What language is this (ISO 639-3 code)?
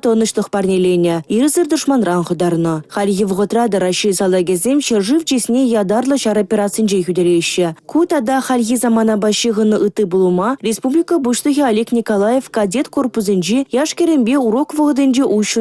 chv